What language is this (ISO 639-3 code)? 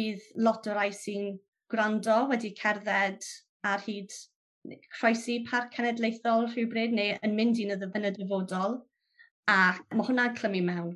cym